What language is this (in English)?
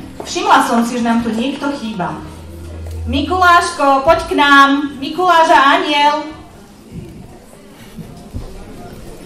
Slovak